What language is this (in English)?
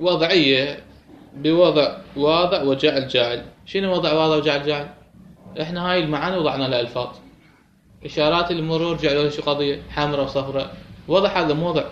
Mesopotamian Arabic